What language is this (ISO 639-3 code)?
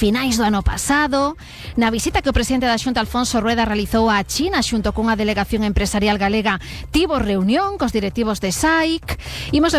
glg